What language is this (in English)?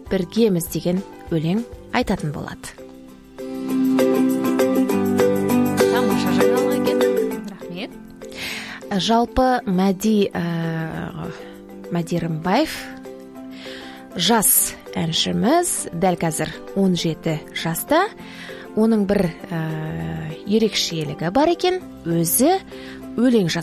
Kazakh